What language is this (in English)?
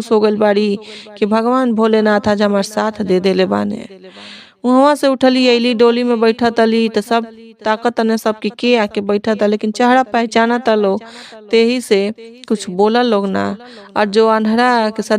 Bhojpuri